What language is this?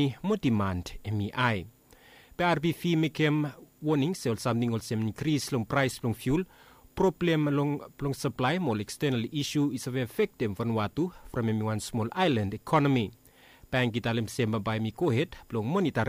Bislama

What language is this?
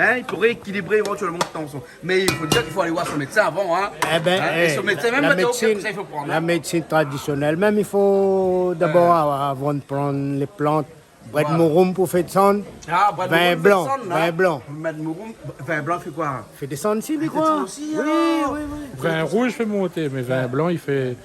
Réunion Creole French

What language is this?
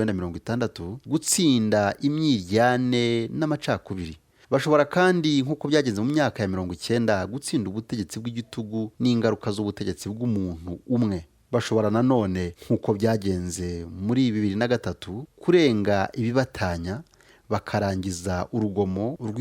Kinyarwanda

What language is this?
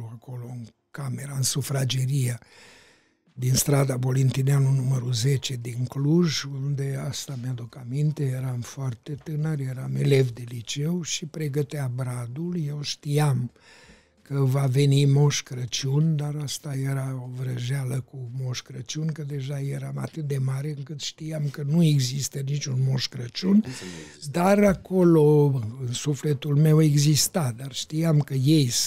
Romanian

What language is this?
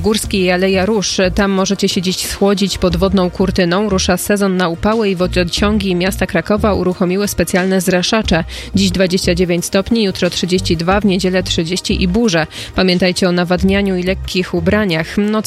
Polish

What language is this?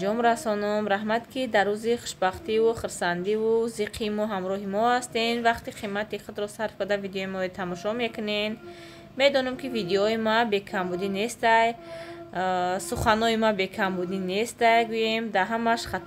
Tajik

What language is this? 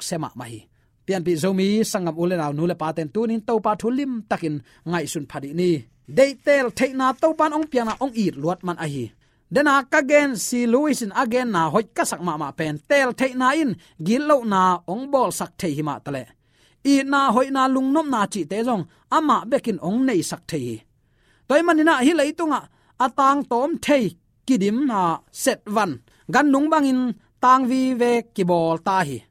Tedim Chin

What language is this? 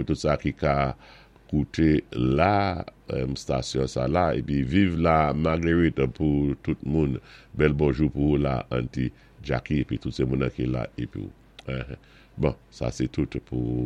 Saint Lucian Creole French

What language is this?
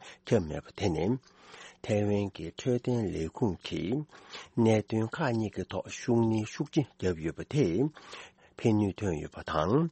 Tibetan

